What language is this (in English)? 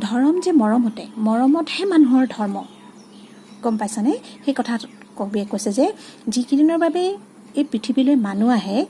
Assamese